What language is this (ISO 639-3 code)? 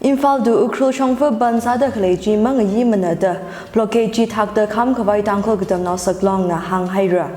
nmf